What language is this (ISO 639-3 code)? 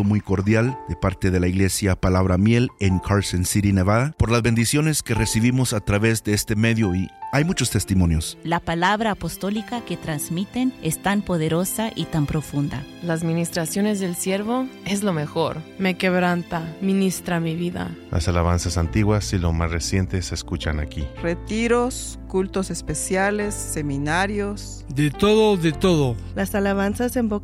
spa